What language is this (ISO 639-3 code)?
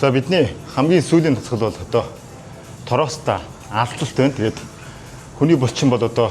mon